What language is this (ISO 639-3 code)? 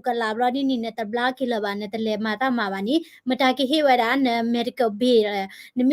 ksw